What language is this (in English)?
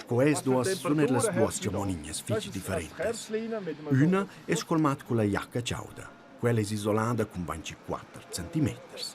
Romansh